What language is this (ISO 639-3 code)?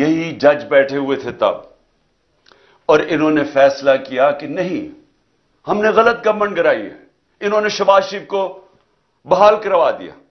urd